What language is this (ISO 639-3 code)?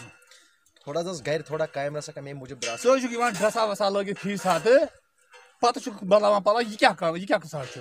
kas